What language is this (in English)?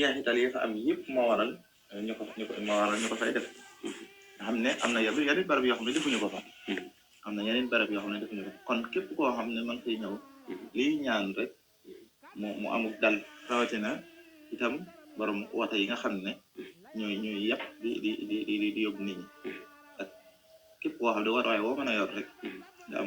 Wolof